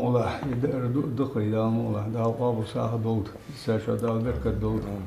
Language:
Ingush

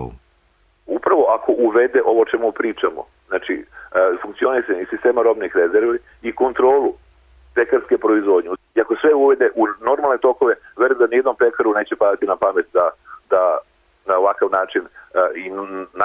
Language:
Serbian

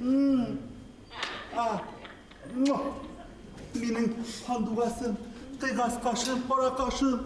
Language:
Bashkir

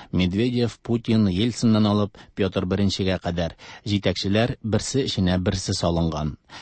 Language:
Tatar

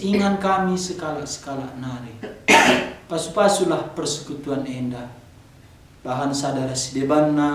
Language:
Batak Karo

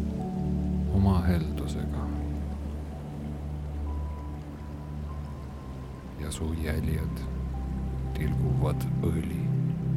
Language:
Estonian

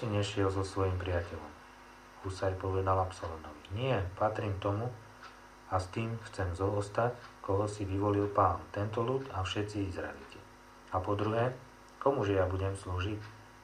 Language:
Slovak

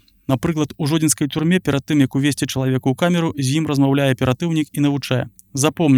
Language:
Belarusian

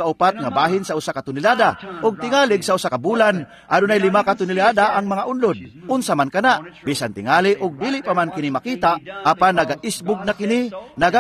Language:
Cebuano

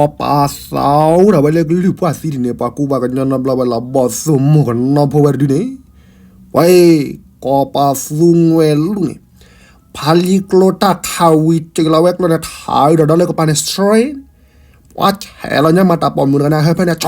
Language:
S'gaw Karen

